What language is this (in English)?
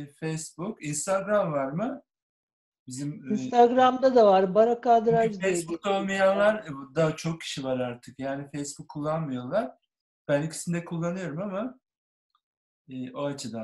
Turkish